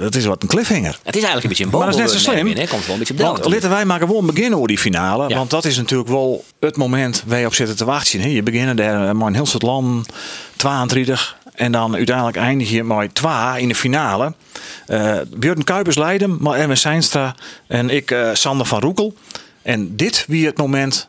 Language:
Western Frisian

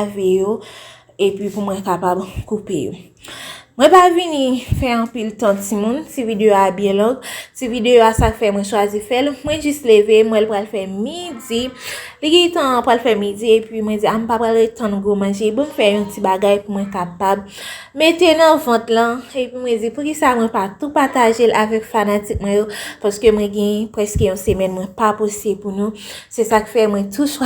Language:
Haitian Creole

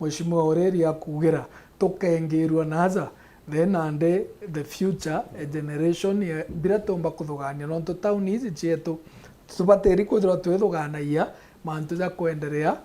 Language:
Meru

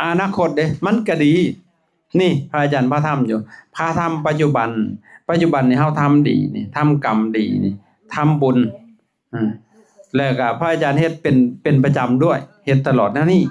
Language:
Lao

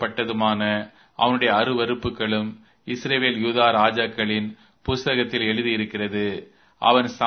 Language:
Tamil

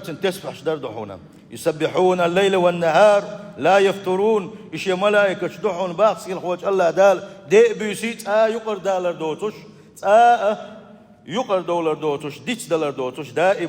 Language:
Chechen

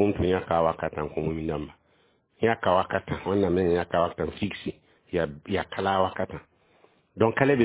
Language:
Mossi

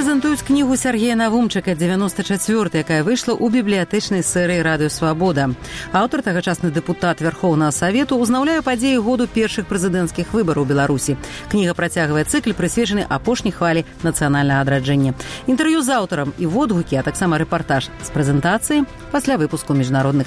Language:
Belarusian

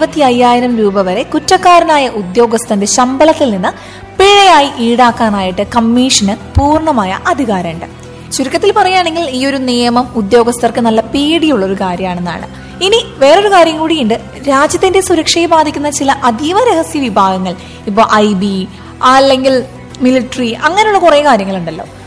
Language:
Malayalam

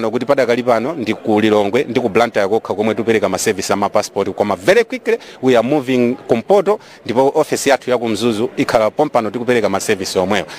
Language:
Nyanja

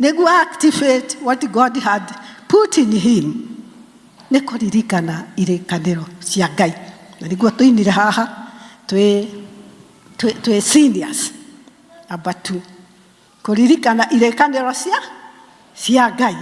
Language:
Kikuyu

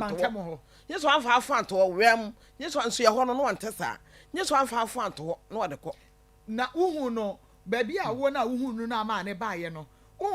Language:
Akan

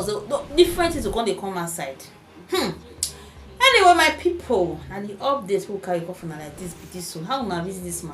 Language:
Nigerian Pidgin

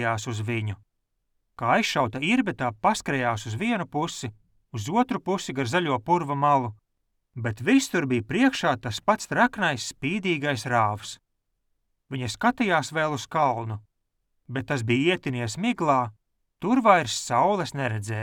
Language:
Latvian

